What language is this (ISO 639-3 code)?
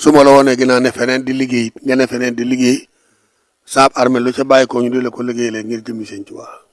wol